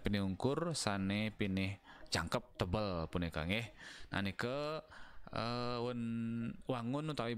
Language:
Balinese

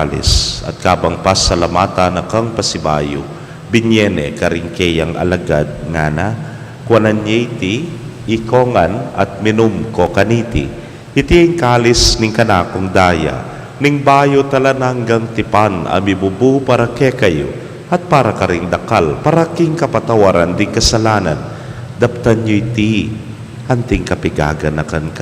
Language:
Pampanga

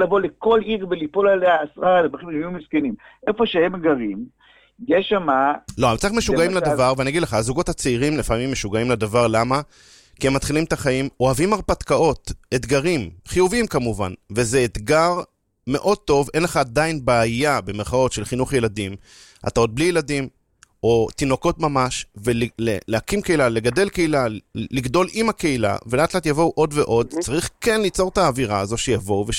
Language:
Hebrew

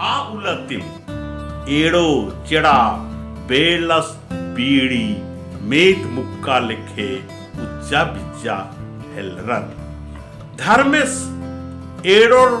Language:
Kurukh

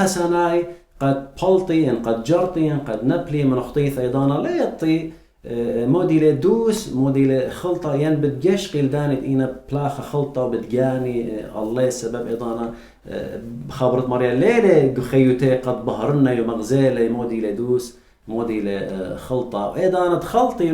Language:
Assyrian Neo-Aramaic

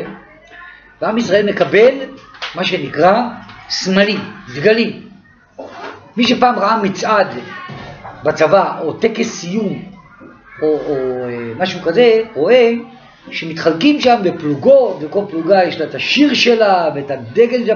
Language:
Hebrew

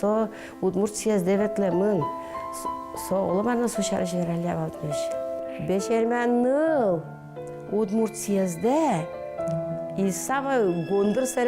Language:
Udmurt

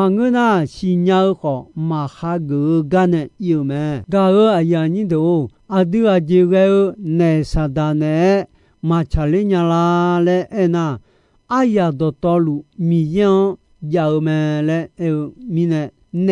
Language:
Akha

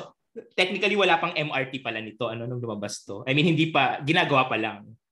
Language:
Filipino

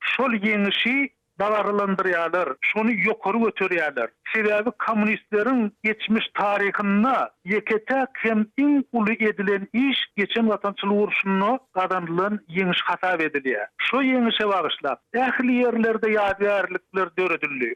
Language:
Turkmen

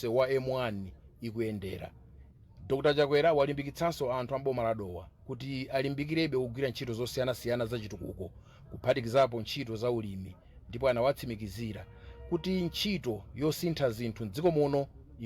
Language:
Nyanja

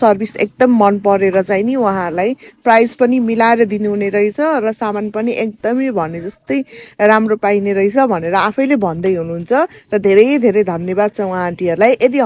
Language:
Nepali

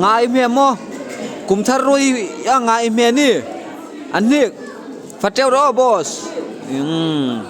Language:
Hmar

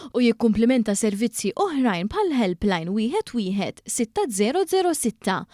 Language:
Maltese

